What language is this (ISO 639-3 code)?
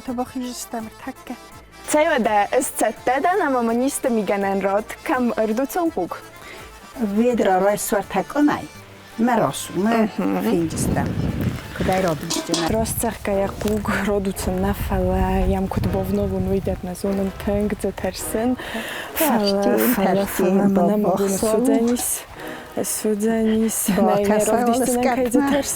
oss